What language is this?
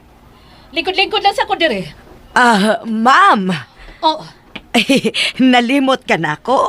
Cebuano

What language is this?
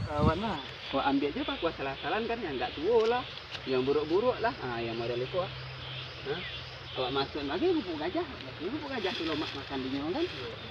Minangkabau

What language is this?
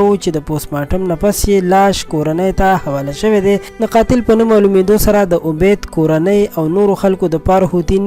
Pashto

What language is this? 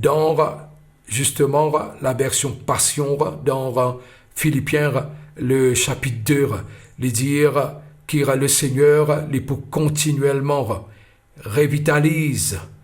Morisyen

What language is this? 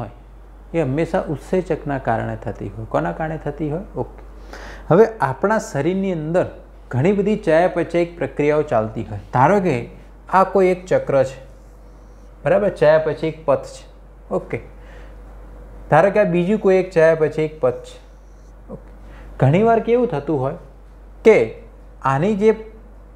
Gujarati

